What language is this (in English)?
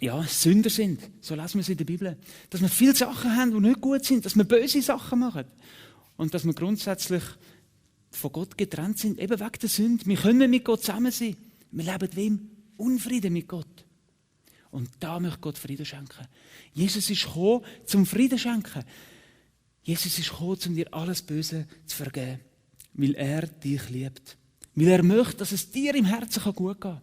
Swiss German